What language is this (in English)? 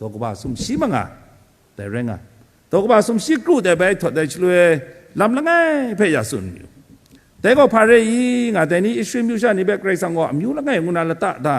Kachin